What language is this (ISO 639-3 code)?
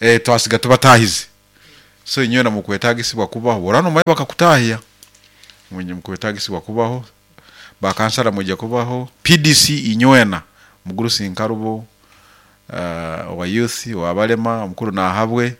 nyo